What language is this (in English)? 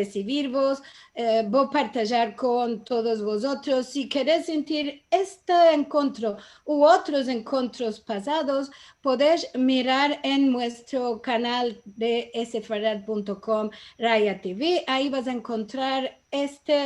Ladino